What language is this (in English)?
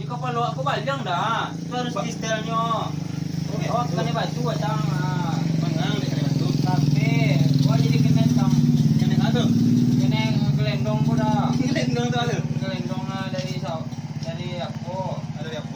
Minangkabau